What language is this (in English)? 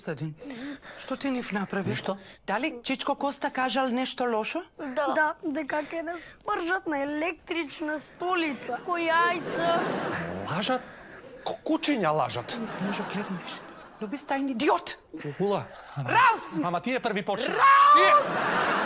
Macedonian